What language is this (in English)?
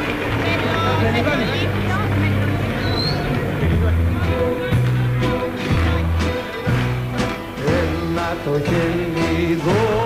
Greek